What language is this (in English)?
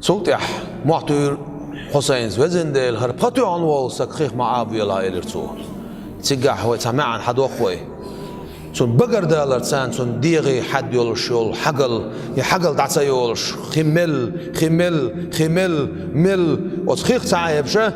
Chechen